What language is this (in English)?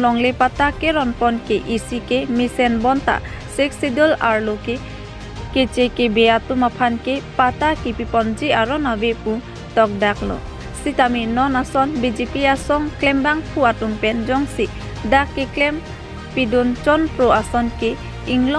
Karbi